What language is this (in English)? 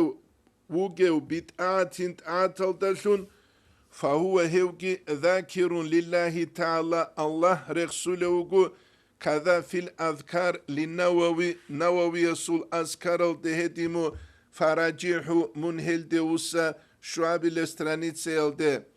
Avaric